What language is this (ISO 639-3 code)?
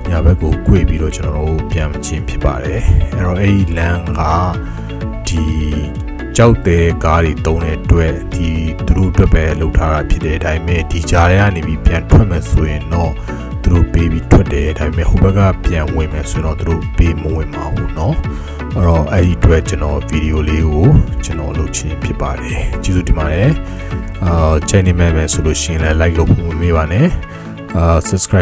mya